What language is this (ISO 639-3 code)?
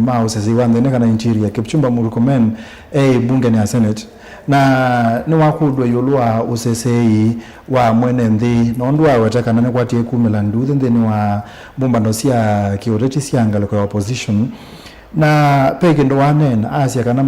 kam